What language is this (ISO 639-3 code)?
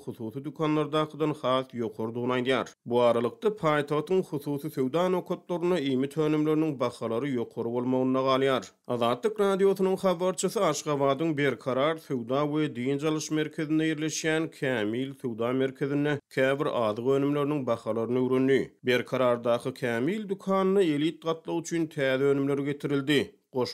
tuk